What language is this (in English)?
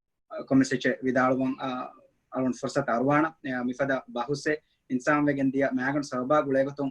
Divehi